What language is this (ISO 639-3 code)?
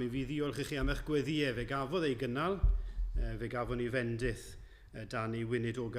cym